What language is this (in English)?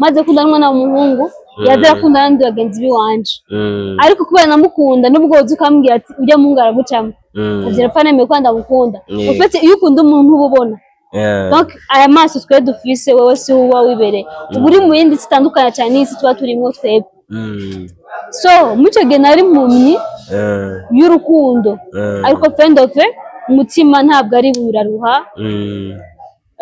Rundi